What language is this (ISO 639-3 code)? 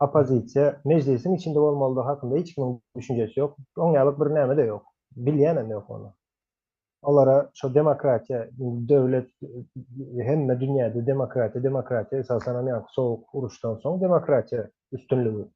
tuk